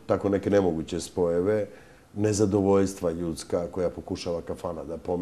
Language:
Serbian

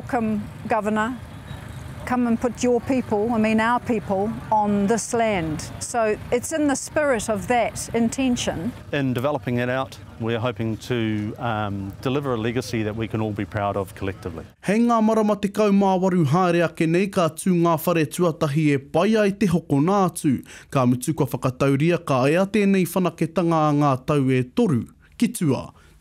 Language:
Māori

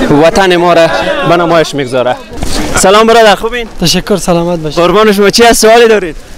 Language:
Persian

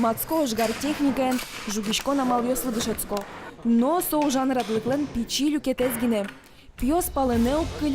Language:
Udmurt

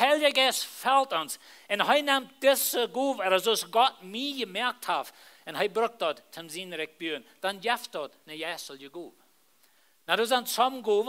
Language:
Plautdietsch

